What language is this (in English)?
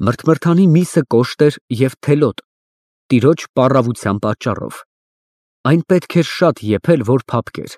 Armenian